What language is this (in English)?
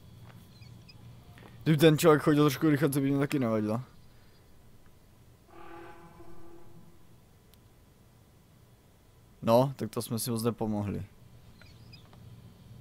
Czech